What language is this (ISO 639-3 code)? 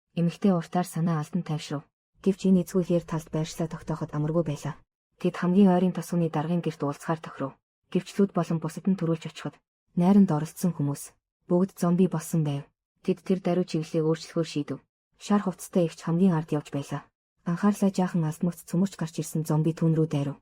mon